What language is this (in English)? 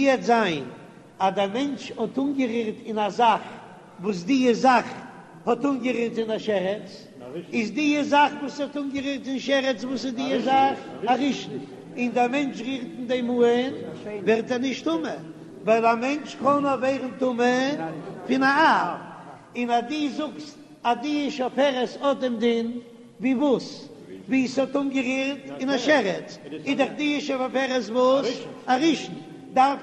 Yiddish